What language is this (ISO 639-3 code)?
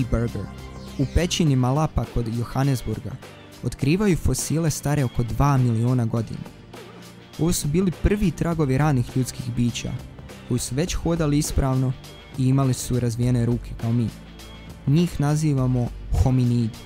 bos